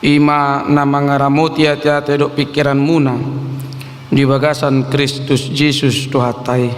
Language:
Batak Toba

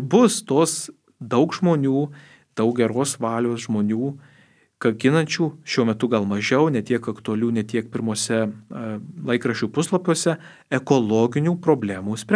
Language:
Lithuanian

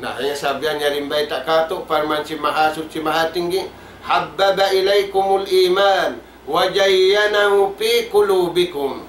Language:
Tausug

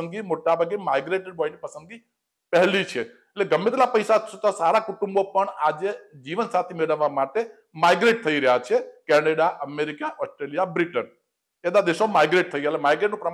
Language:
Gujarati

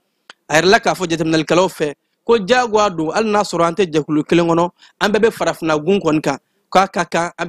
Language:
Bambara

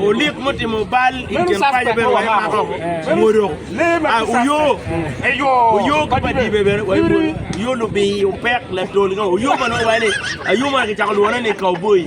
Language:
Acoli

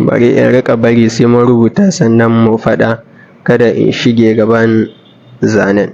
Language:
Hausa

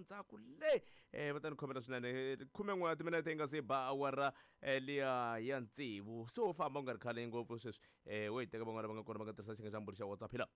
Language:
Tsonga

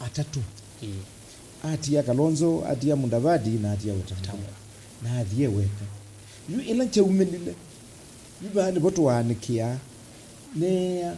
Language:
Kamba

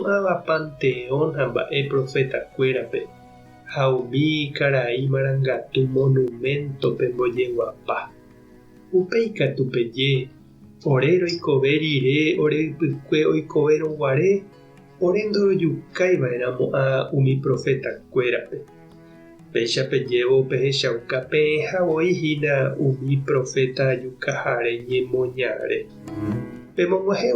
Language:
Guarani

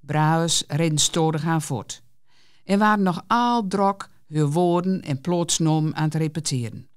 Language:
Gronings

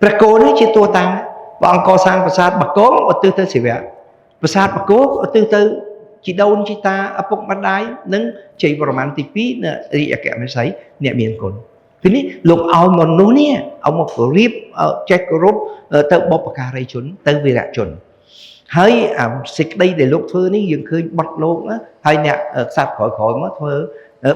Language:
Khmer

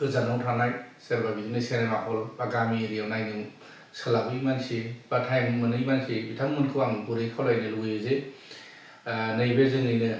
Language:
Bodo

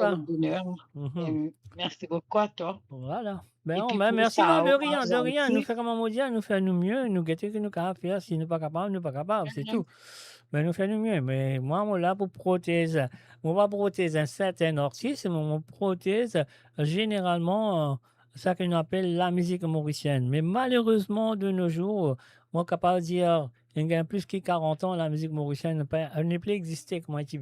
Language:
Morisyen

